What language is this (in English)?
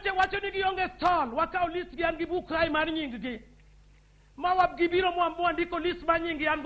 Luo (Kenya and Tanzania)